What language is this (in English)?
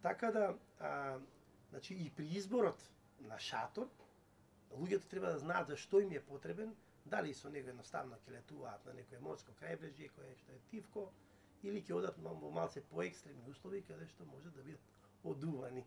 Macedonian